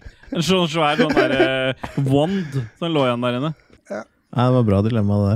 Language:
Norwegian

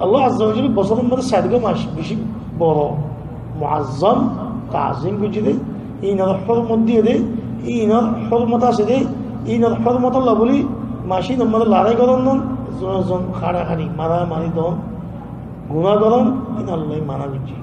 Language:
Rohingya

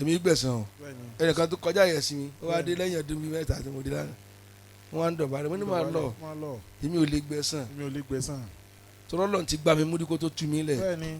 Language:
Yoruba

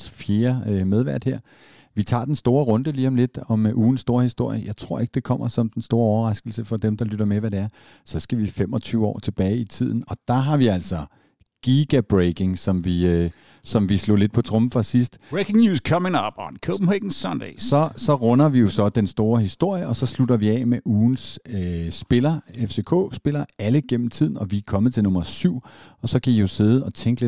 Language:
Danish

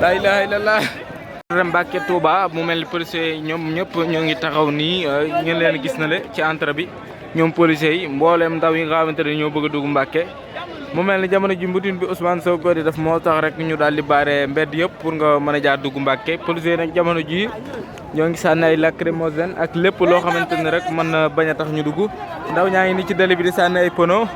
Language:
Wolof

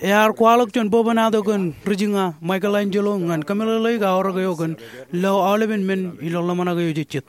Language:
Marshallese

